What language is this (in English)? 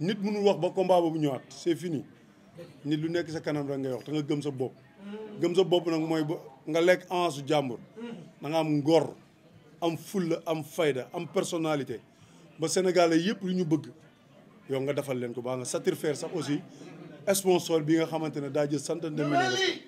Wolof